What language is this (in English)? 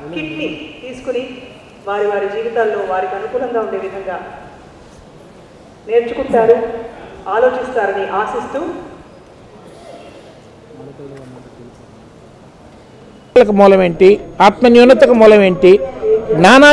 Telugu